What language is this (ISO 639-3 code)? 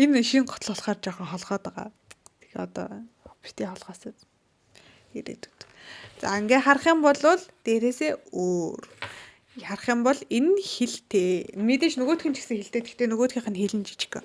mon